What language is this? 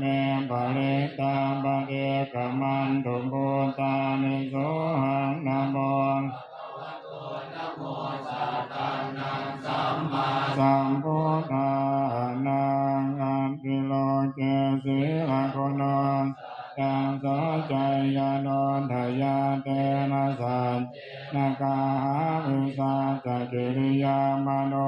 Pali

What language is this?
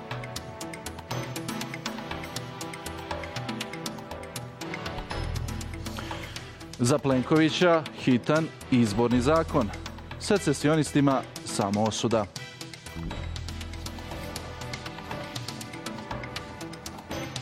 Bosnian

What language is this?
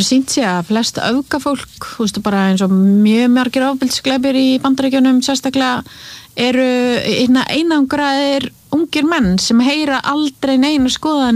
Icelandic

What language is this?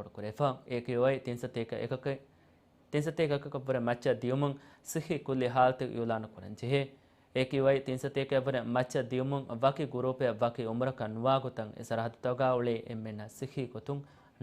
Divehi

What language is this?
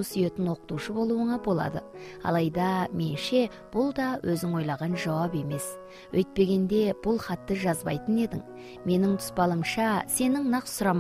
Kazakh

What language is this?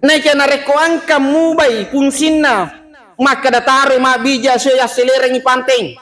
Buginese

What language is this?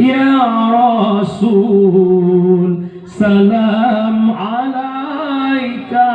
Achinese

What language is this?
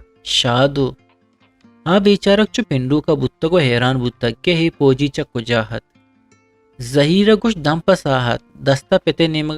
Eastern Balochi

